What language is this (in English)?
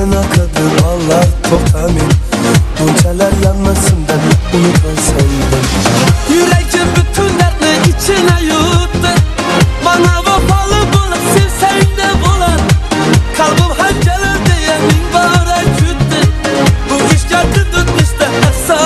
Kara-Kalpak